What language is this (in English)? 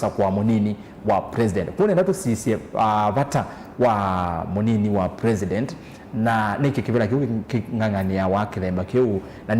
Kamba